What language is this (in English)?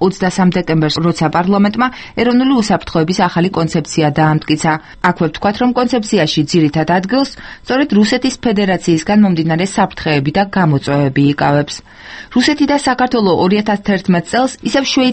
Georgian